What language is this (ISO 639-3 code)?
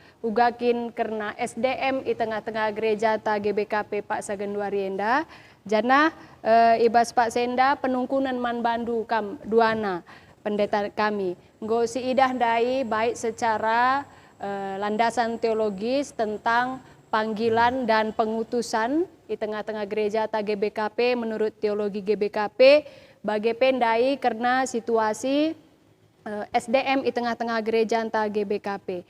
btx